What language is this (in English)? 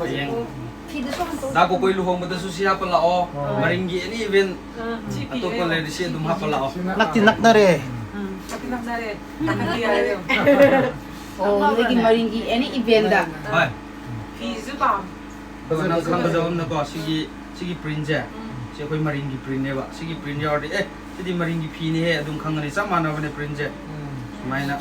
Manipuri